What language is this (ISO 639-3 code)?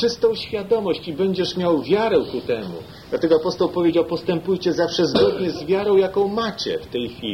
pol